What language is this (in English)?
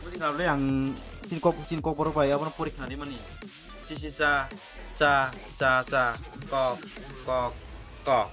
Kok Borok